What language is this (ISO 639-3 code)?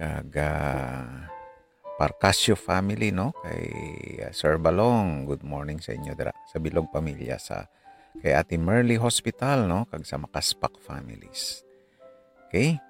hil